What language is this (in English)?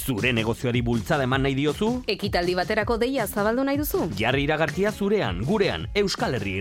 Basque